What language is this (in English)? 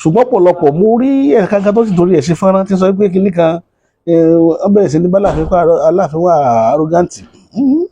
Yoruba